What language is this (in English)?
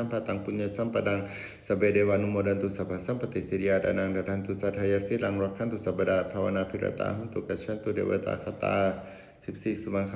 Pali